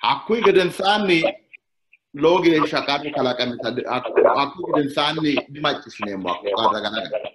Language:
Sidamo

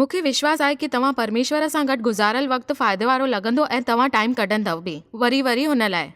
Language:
Sindhi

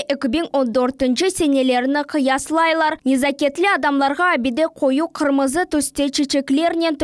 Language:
Crimean Tatar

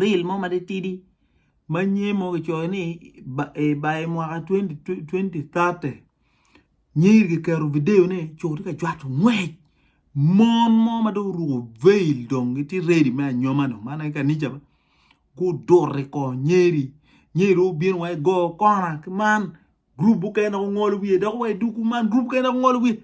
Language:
Acoli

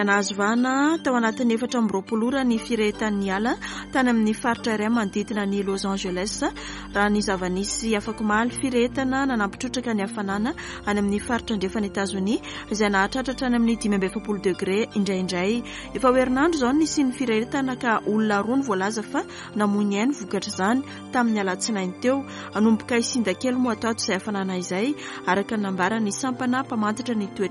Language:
Malagasy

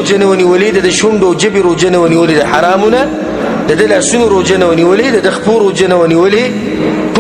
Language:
Pashto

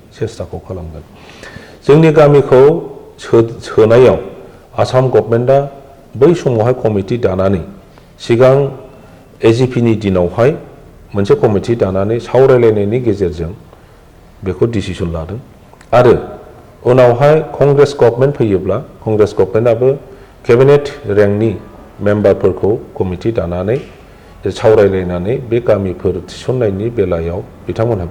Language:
Bodo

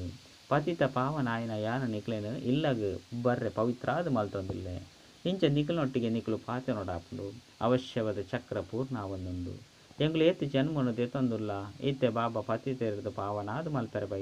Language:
Tulu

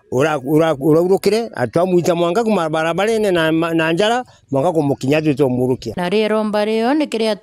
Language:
Meru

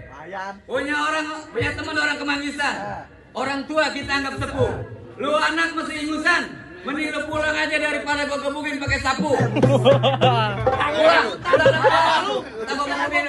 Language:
Betawi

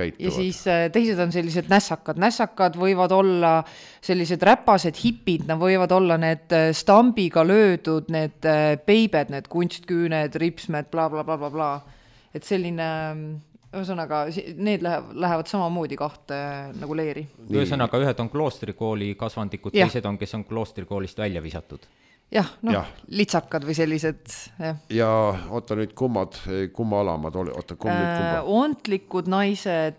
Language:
Estonian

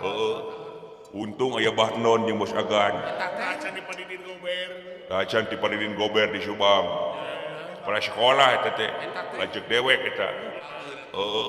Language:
Sundanese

